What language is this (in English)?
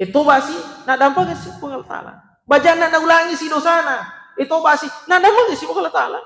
Buginese